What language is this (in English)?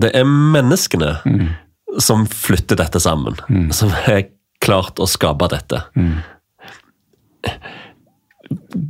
Norwegian